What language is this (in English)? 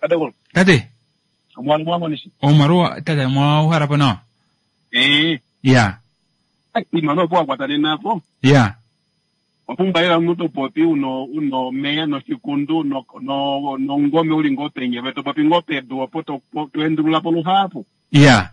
Kuanyama